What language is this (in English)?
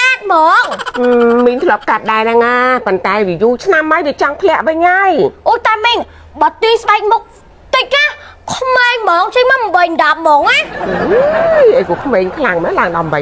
Khmer